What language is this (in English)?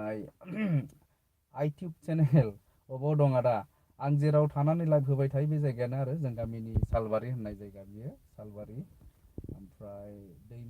Bodo